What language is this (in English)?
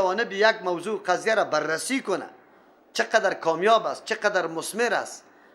Persian